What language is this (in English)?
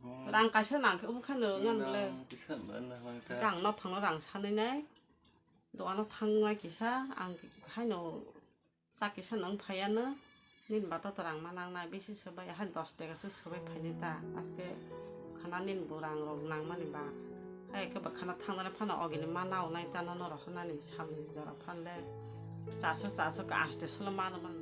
Kok Borok